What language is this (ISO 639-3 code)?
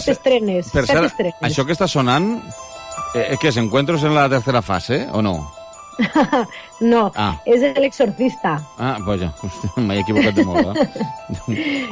cat